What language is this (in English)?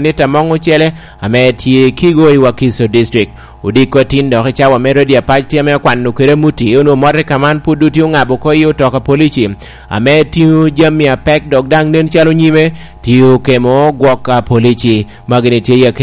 Lango (Uganda)